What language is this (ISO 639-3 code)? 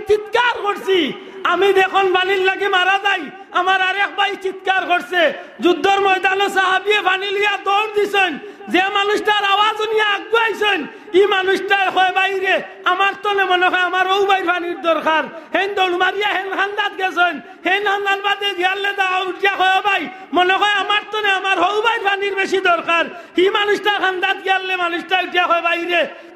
syl